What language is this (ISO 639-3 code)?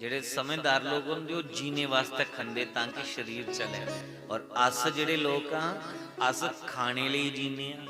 doi